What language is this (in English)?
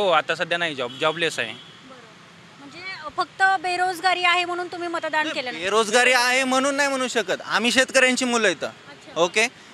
Marathi